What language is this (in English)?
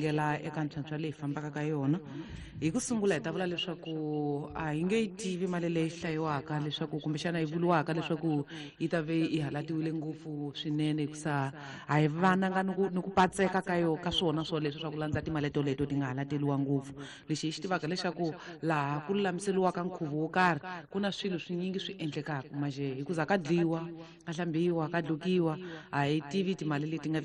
Tsonga